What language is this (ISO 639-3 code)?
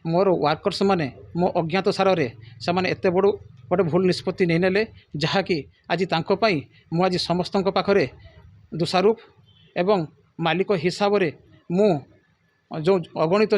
ori